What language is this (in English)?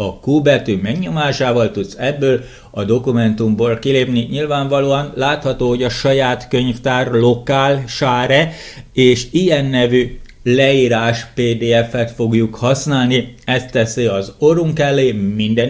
Hungarian